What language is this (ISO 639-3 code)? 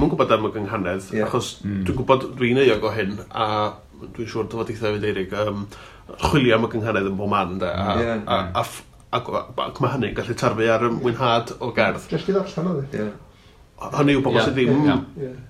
cym